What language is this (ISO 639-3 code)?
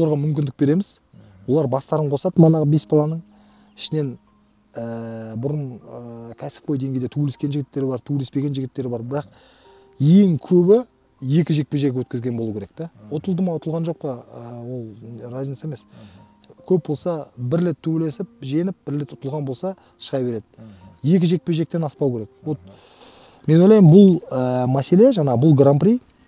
kaz